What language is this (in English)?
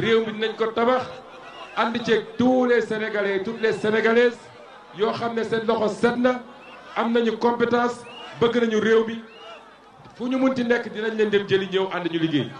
Wolof